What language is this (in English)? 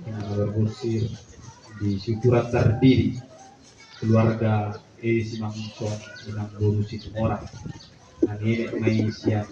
Batak Toba